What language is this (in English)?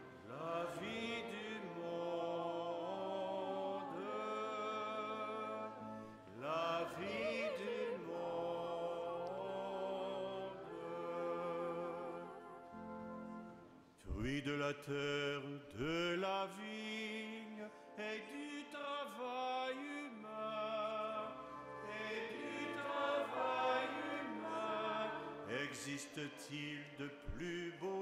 French